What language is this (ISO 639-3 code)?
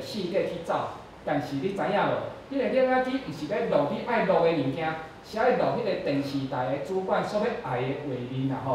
nan